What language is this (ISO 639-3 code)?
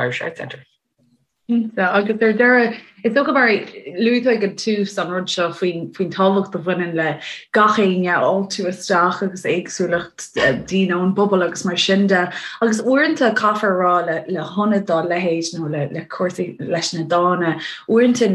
gle